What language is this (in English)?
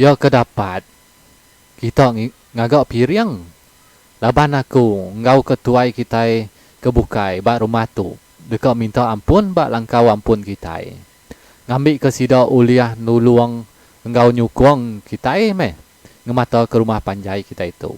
Iban